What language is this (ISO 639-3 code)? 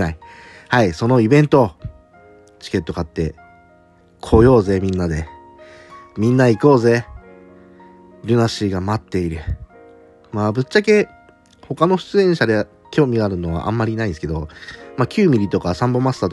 jpn